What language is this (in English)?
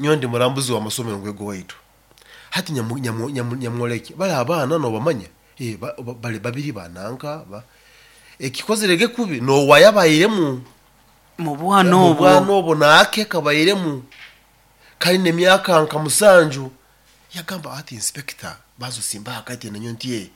Nyoro